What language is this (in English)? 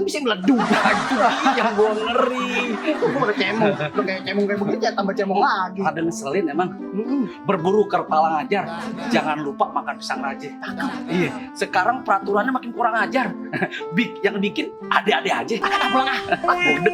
Betawi